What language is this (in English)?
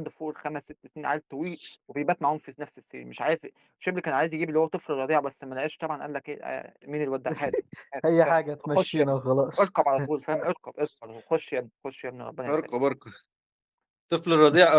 Egyptian Arabic